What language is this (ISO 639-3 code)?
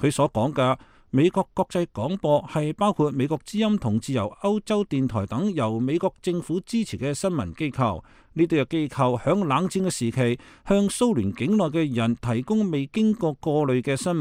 yue